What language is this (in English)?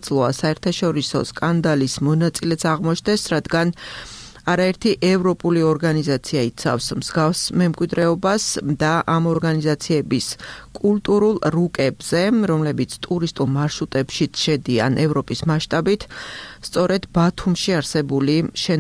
Georgian